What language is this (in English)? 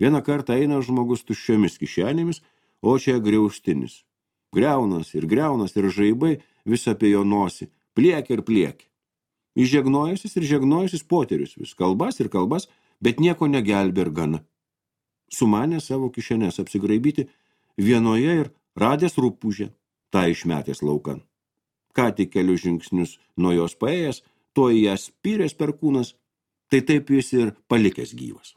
Lithuanian